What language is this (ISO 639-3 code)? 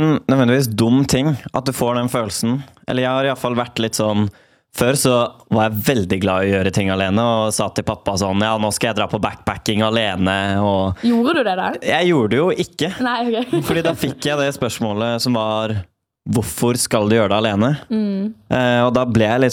nor